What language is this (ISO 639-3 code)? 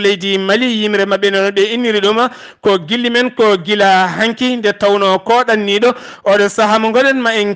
ful